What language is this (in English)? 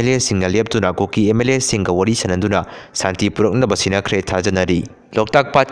Manipuri